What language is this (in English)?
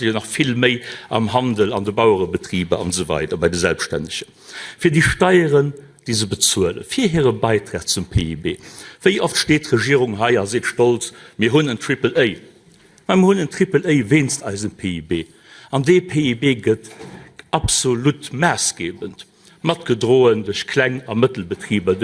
Luxembourgish